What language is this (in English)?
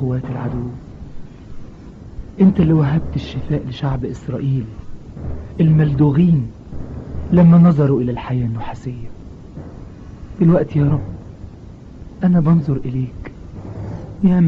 Egyptian Arabic